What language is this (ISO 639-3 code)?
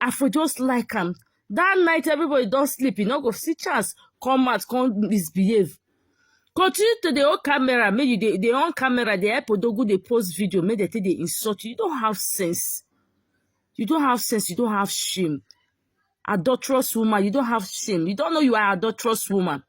pcm